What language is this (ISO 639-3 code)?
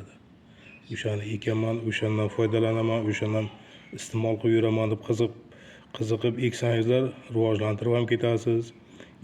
uzb